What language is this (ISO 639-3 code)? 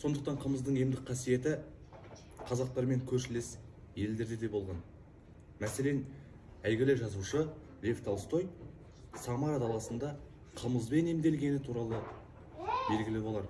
kaz